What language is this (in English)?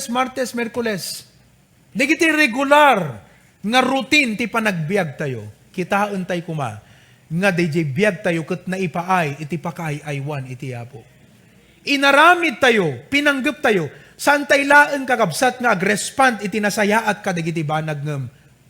Iloko